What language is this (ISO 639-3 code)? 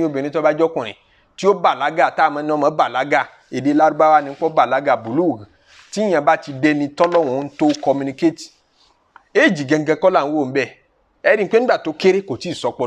yor